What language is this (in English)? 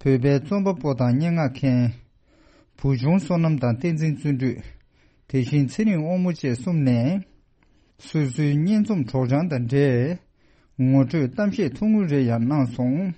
Tibetan